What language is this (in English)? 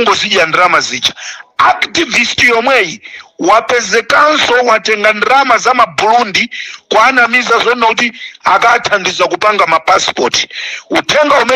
Nyanja